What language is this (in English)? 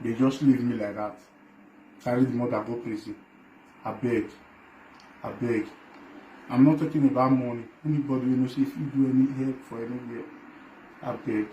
Nigerian Pidgin